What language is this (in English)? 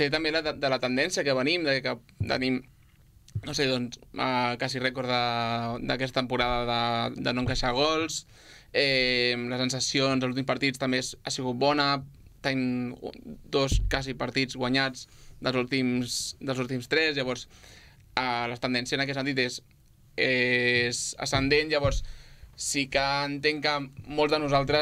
Catalan